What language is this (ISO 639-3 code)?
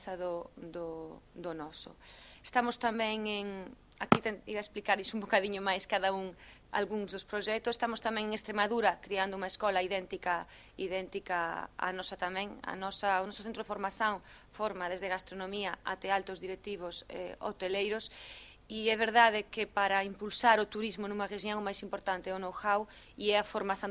glg